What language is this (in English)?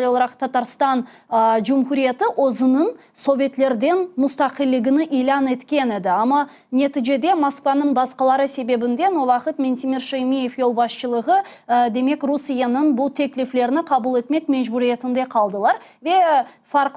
Crimean Tatar